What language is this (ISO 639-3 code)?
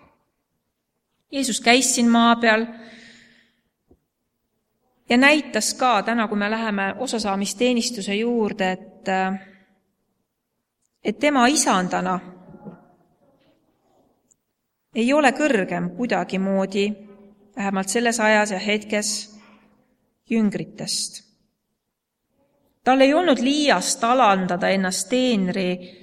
est